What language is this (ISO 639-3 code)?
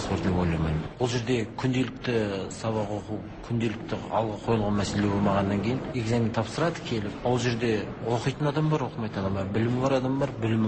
kaz